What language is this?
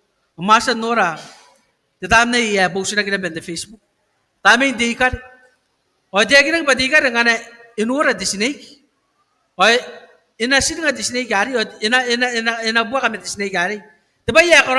Gilbertese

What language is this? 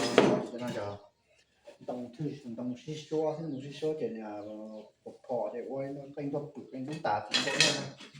Hmong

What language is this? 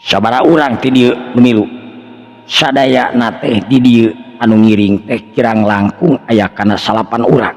Sundanese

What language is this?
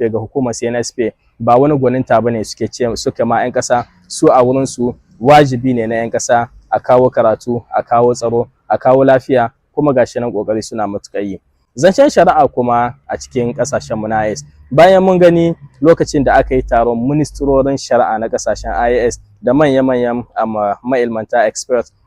Hausa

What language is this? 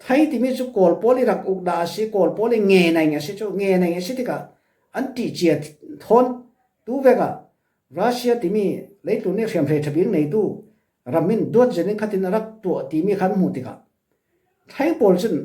Falam Chin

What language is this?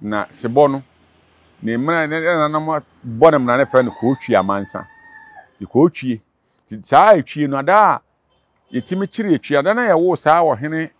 Akan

